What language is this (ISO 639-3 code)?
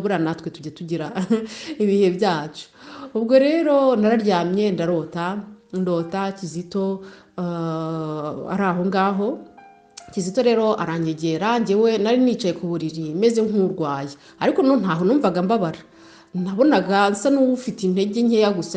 kin